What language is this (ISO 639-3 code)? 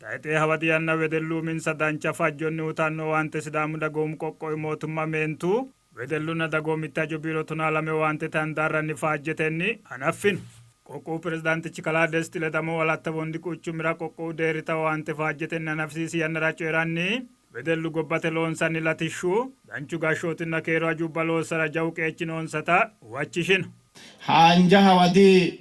sid